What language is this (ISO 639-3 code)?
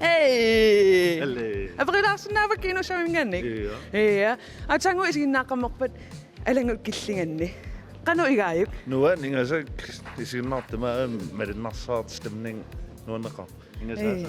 kal